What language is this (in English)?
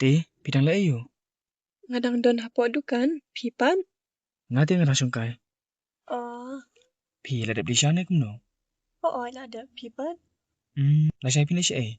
Khasi